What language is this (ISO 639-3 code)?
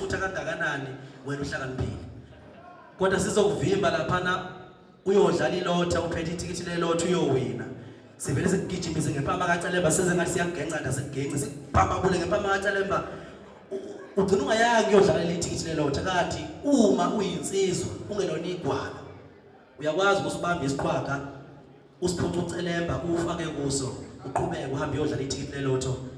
zul